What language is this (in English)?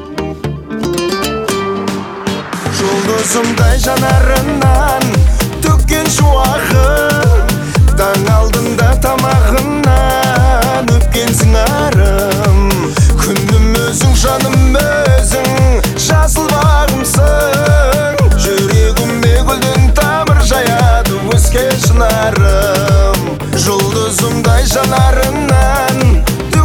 Kazakh